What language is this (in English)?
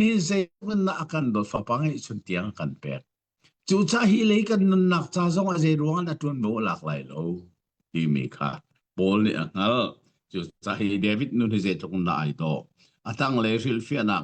Hakha Chin